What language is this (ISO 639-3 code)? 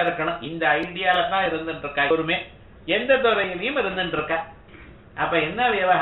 tam